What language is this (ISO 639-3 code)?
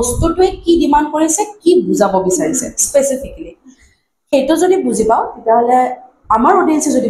asm